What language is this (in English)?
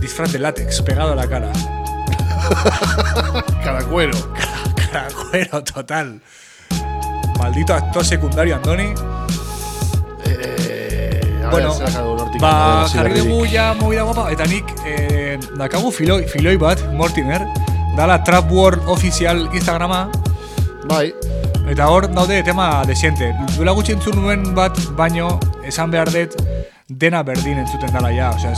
Basque